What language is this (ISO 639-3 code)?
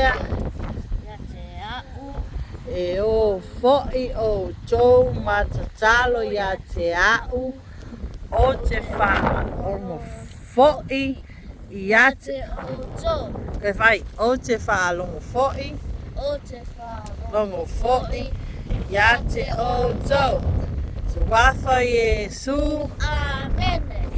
smo